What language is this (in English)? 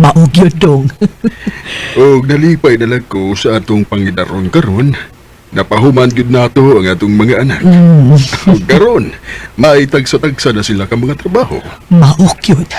Cebuano